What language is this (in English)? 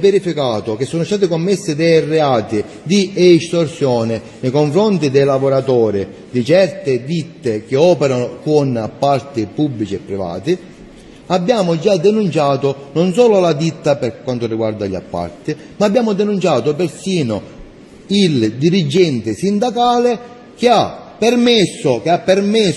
Italian